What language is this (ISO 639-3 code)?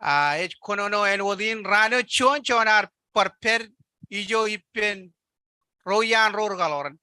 mah